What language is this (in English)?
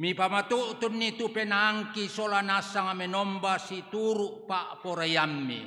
Toraja-Sa'dan